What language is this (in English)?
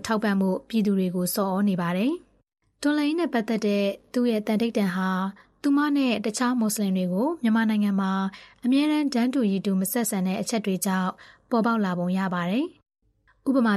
Burmese